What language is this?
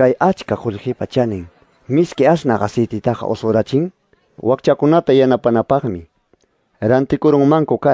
Quechua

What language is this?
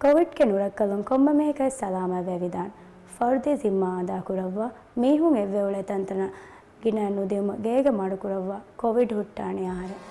Divehi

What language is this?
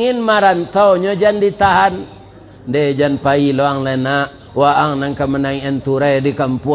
Minangkabau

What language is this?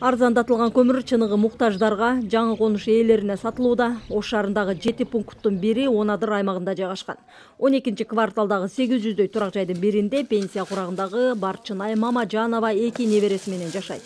Kyrgyz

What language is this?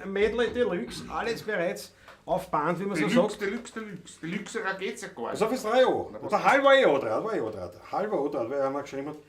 Bavarian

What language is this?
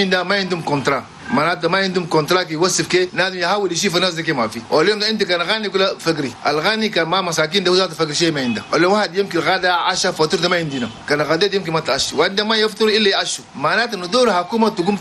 Chadian Arabic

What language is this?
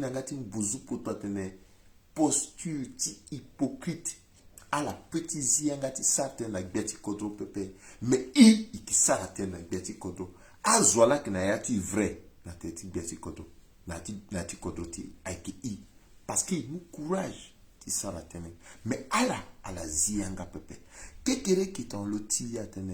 Sango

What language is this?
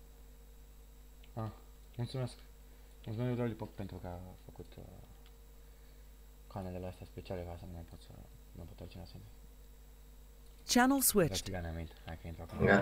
Romanian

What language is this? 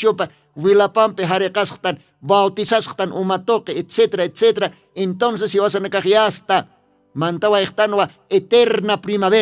Aymara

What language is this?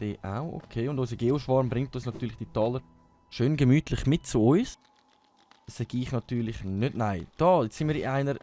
Swiss German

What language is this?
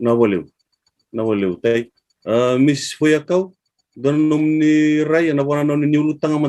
Fijian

